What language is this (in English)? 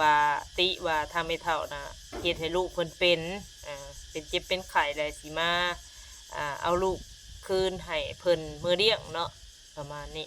Northeastern Thai